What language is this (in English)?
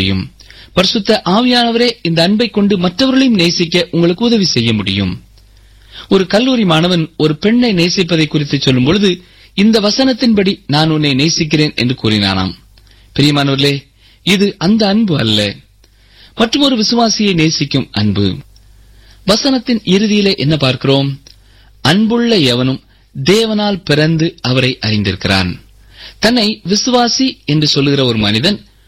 Tamil